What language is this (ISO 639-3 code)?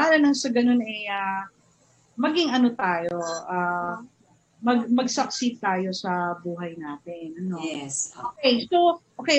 fil